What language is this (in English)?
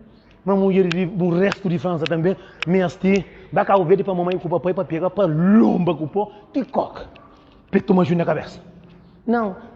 Kabuverdianu